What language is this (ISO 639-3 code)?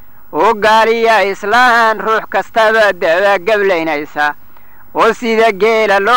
som